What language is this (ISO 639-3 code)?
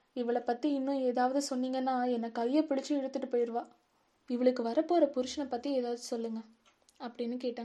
tam